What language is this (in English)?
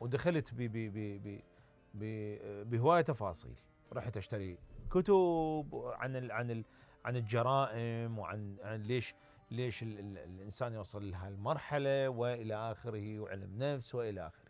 Mesopotamian Arabic